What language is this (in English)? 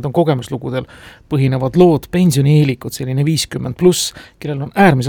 Estonian